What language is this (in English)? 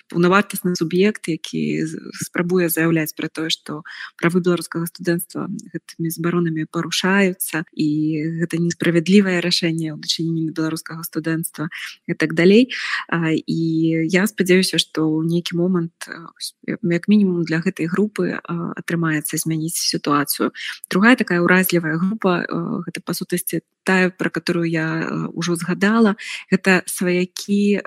Belarusian